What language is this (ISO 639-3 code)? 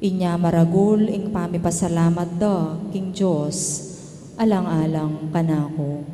pam